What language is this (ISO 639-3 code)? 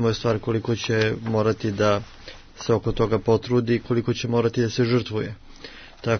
srp